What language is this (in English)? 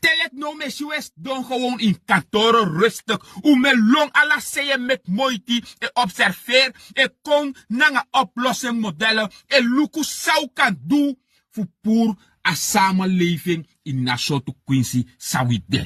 Sranan Tongo